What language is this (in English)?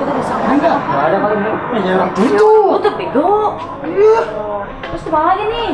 Betawi